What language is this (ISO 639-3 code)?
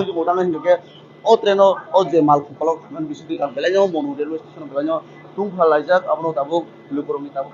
ria